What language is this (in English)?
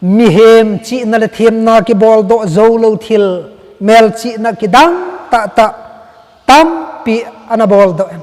Thado Chin